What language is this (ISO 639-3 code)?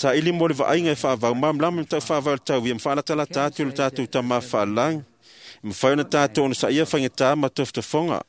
smo